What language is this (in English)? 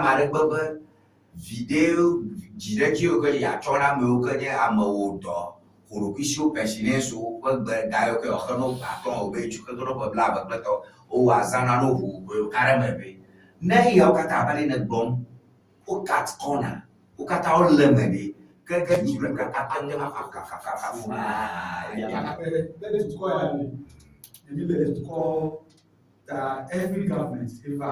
Ewe